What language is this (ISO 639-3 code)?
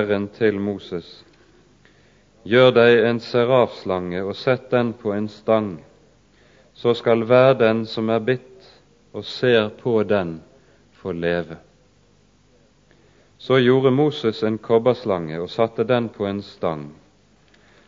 nor